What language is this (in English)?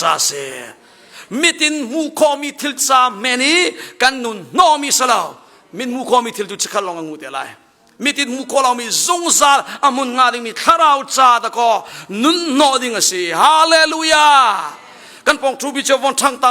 Hakha Chin